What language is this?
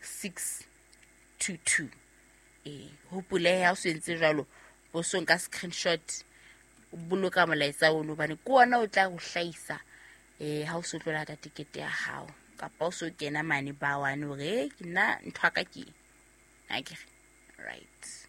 Southern Sotho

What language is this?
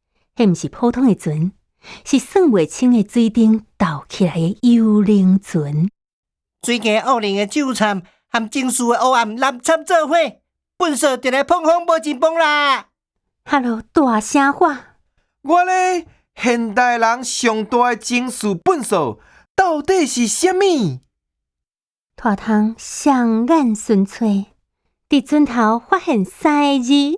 Min Nan Chinese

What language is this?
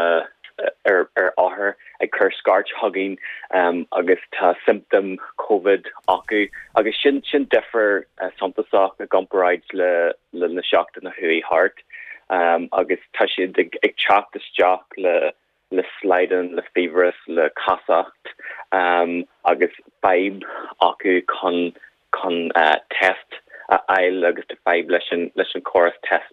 Irish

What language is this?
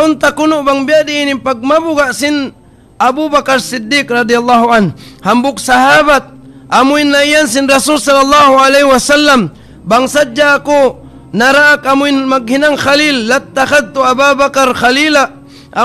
Tausug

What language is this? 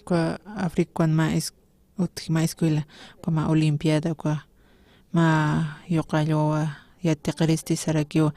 Aymara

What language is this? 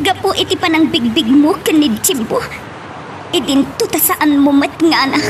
Iloko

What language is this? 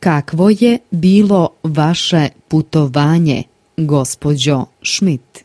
Slovenian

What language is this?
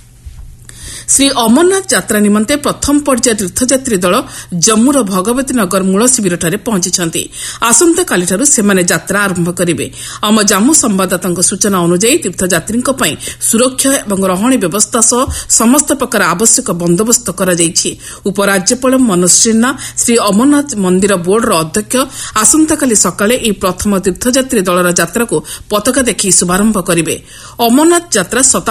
Odia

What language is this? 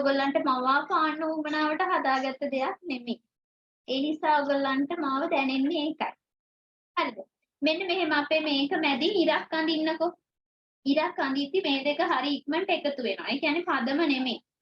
Sinhala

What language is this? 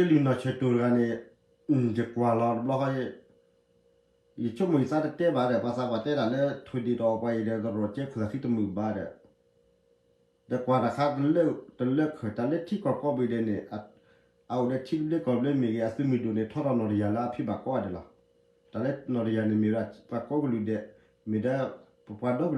S'gaw Karen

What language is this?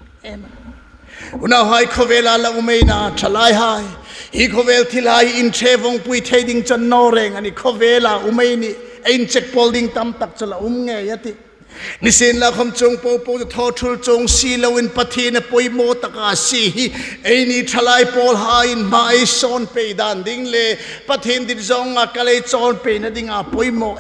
Hmar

